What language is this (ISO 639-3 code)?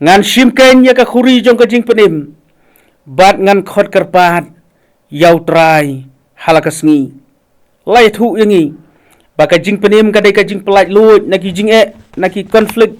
kha